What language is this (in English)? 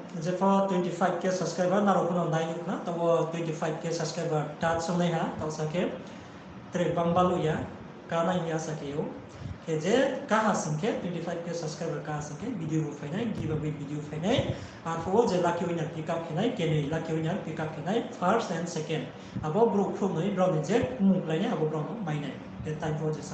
Riang (India)